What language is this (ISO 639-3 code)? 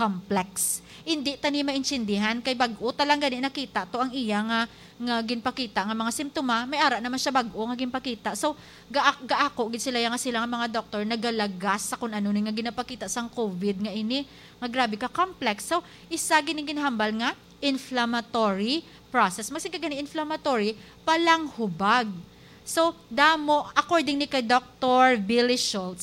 hil